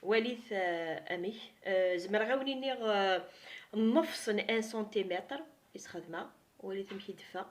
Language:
Kabyle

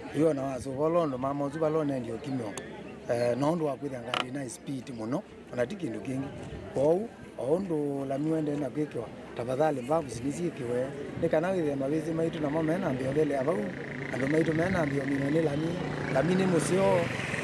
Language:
Kamba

